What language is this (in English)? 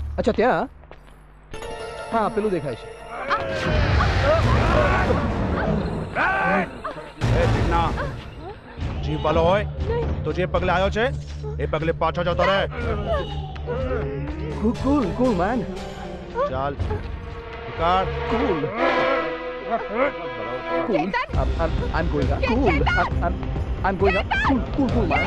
Gujarati